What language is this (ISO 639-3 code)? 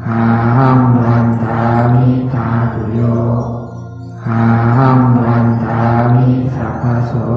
pli